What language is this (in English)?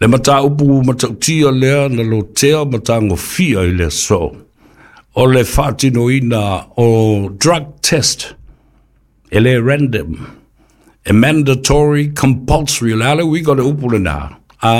Samoan